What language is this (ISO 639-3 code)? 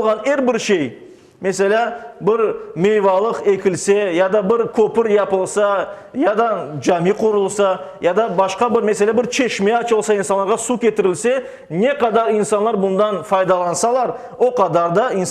crh